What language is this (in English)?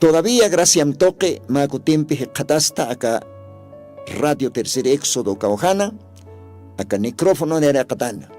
Aymara